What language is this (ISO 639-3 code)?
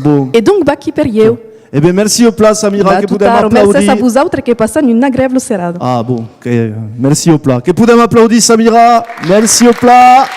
oci